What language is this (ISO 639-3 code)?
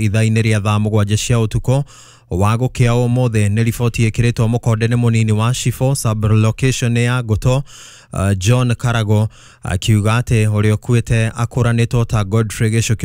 kik